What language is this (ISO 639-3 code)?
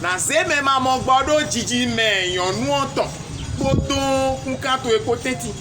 fon